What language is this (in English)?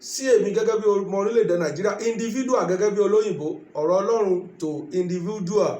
Yoruba